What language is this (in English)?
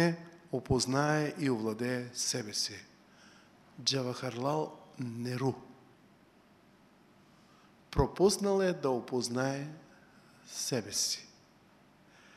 Bulgarian